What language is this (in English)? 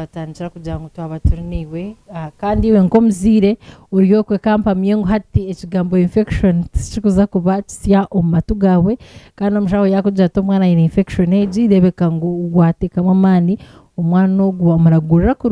Nyankole